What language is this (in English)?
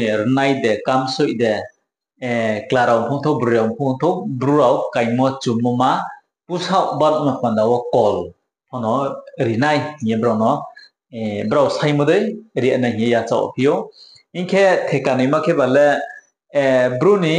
Riang (India)